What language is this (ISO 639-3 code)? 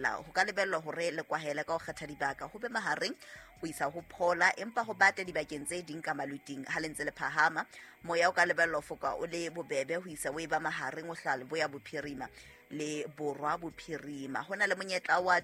sot